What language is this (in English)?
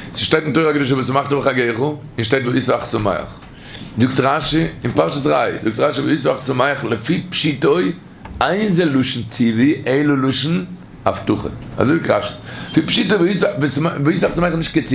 Yiddish